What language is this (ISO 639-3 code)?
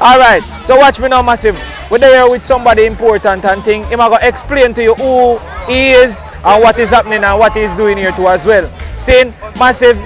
jam